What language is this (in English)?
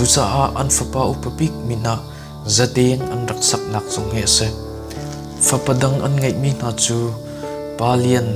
Hakha Chin